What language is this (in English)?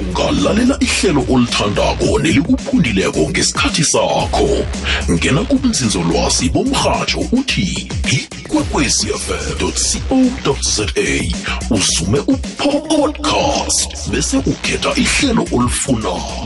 South Ndebele